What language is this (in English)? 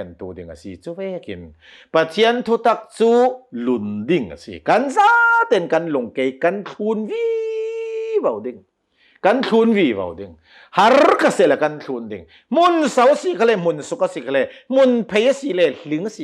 Hakha Chin